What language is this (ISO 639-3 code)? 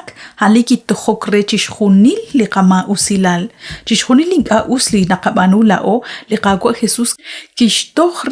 kek